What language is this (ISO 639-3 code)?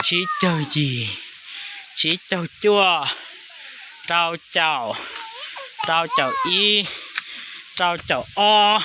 hmn